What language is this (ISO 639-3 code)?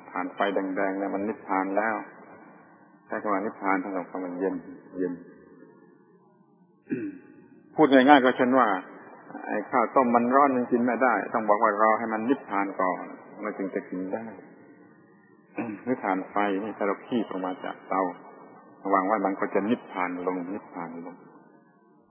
tha